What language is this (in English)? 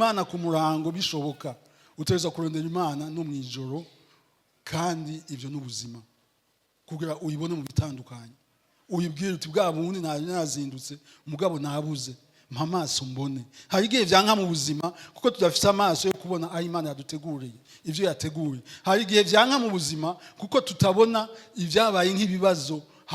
Rundi